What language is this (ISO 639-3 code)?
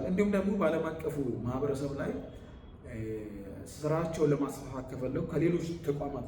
amh